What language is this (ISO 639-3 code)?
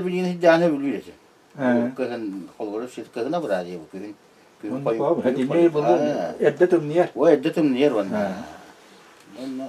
sah